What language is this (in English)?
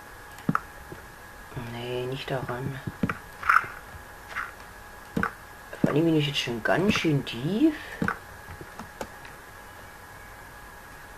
German